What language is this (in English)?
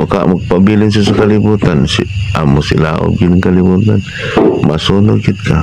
Cebuano